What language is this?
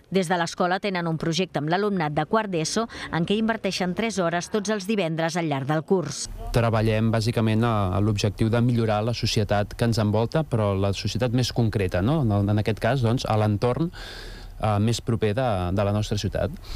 Catalan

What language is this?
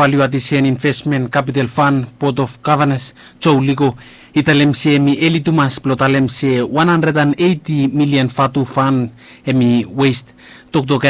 Bislama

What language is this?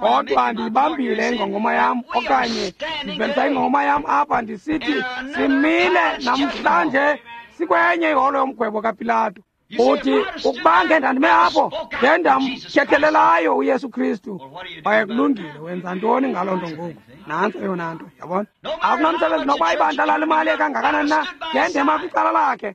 Xhosa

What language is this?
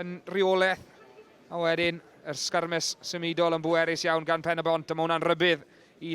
Welsh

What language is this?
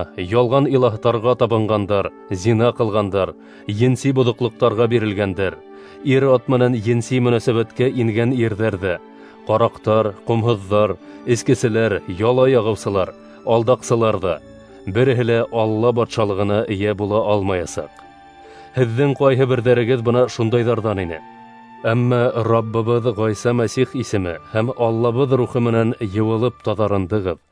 Bashkir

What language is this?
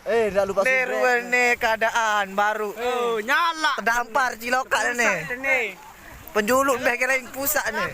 Sasak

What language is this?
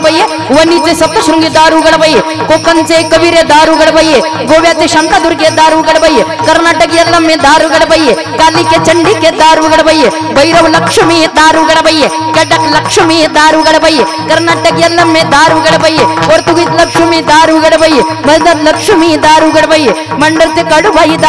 Marathi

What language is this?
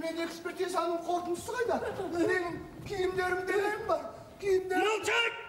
Kazakh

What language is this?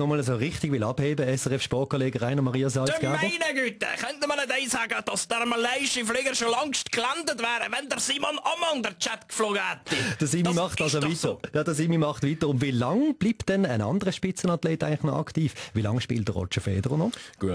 Swiss German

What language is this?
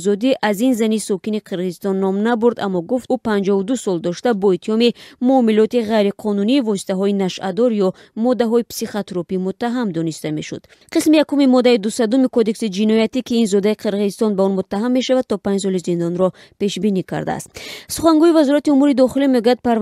Tajik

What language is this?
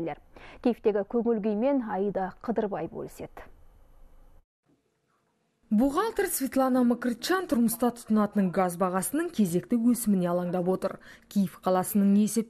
Kazakh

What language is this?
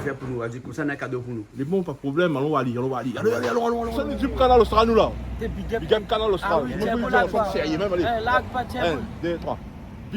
Réunion Creole French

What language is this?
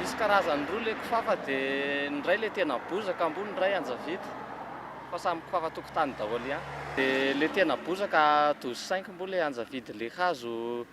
Malagasy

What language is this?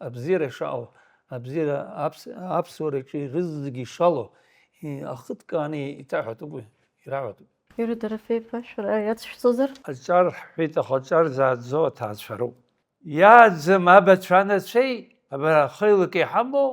Abkhazian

